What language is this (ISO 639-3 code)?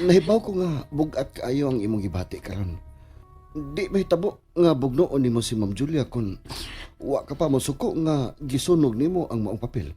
ceb